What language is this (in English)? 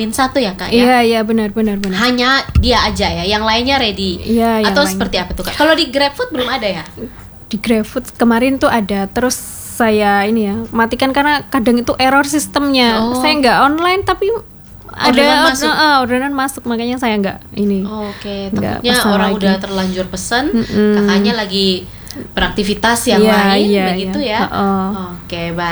Indonesian